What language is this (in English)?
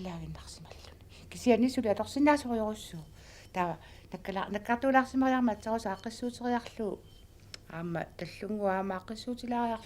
Kalaallisut